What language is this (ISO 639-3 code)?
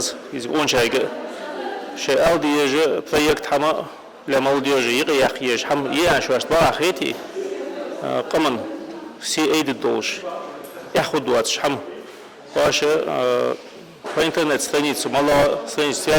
inh